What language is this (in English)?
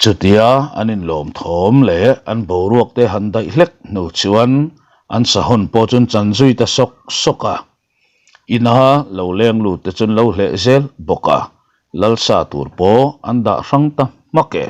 Mizo